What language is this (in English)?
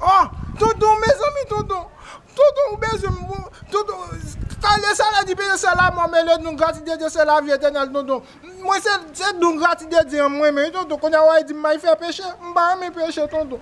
Haitian Creole